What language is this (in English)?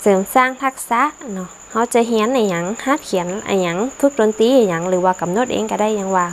Northern Thai